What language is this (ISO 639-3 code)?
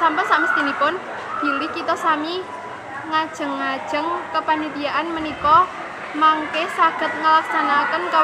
jav